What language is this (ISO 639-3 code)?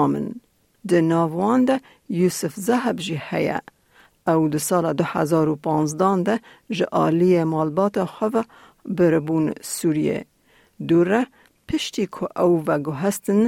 kur